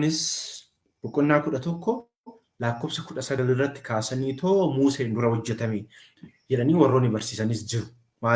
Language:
Oromo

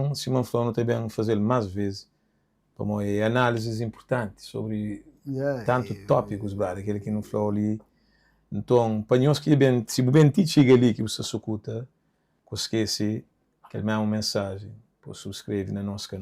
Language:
Kabuverdianu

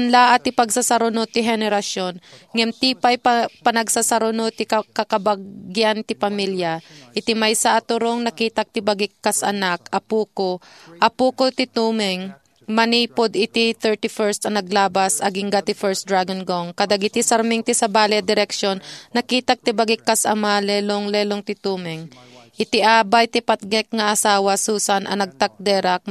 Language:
Iloko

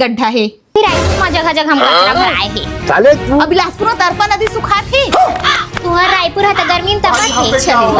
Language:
Chhattisgarhi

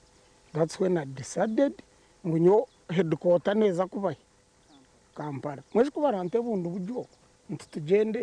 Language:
Nyankole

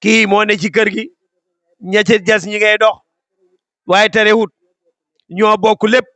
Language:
Wolof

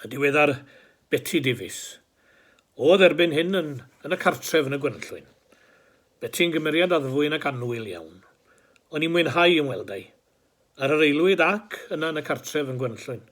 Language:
Welsh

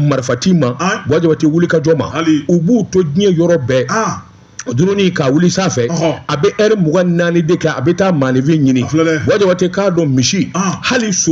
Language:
Bambara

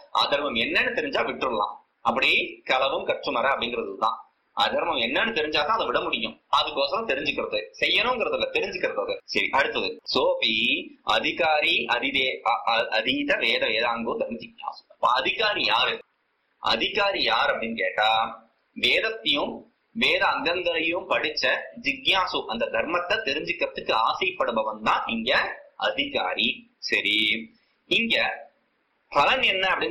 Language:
Tamil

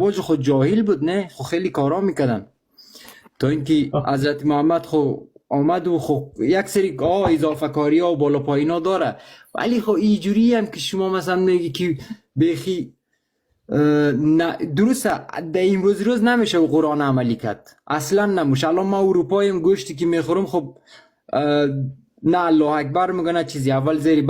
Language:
Persian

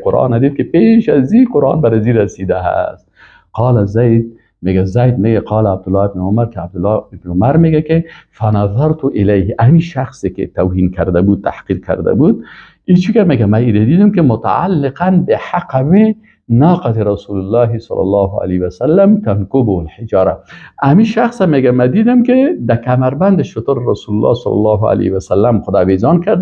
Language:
Persian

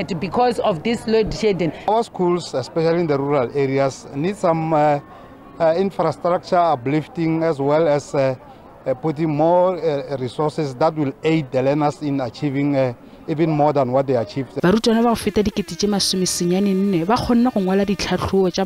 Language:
Northern Sotho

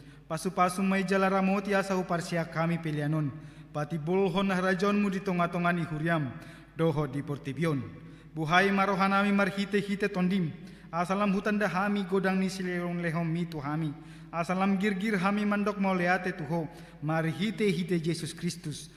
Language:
Batak Toba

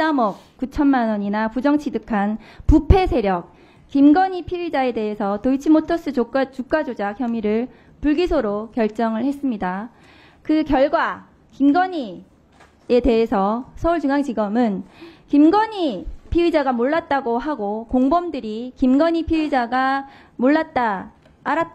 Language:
Korean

